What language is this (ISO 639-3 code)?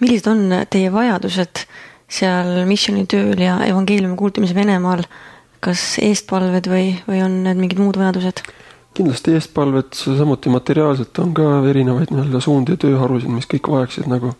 est